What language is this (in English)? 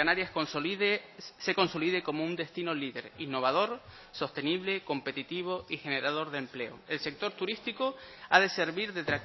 Spanish